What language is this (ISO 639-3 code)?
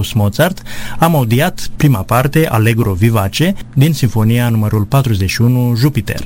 ron